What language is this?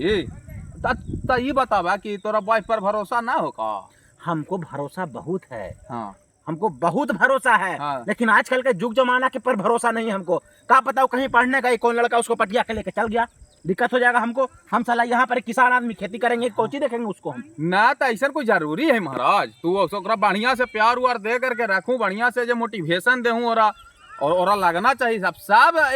Magahi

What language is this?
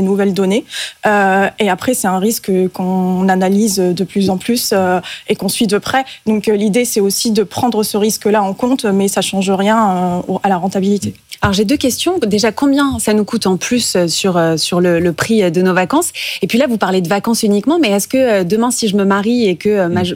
French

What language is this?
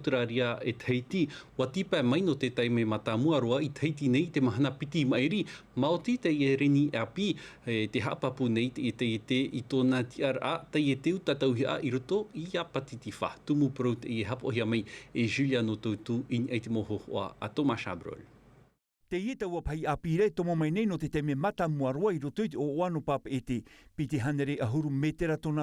Tahitian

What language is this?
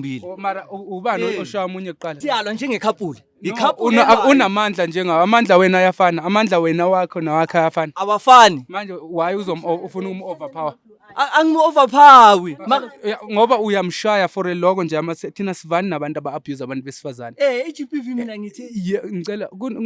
Zulu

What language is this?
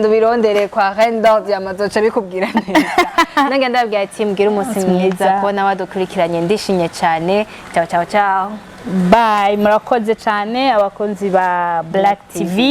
Rundi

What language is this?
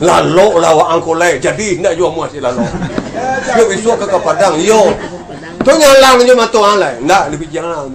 Minangkabau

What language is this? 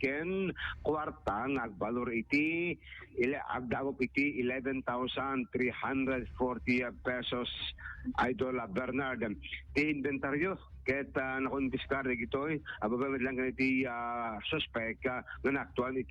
Iloko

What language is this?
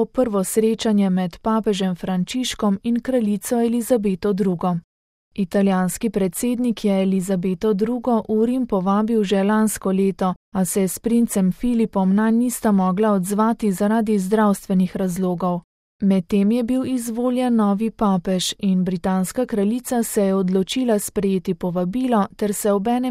Slovenian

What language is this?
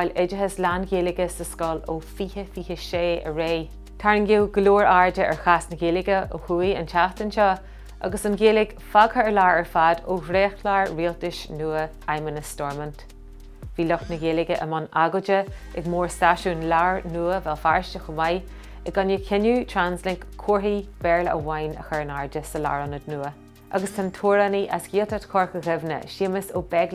Irish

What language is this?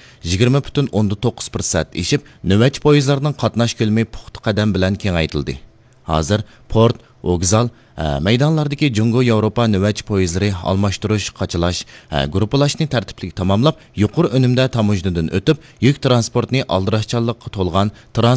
Uyghur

